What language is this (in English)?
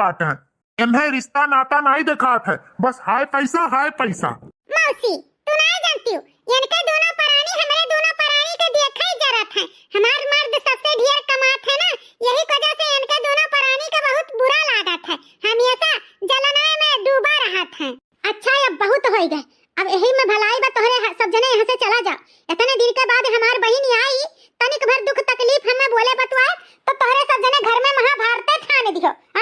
Awadhi